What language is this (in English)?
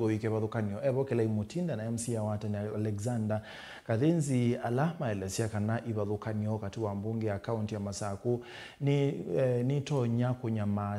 Kamba